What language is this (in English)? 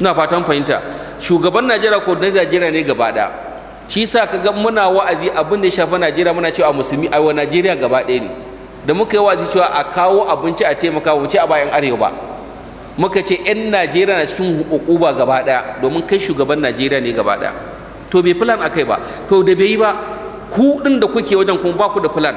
Hausa